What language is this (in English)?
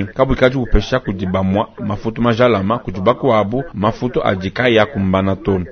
Luba-Lulua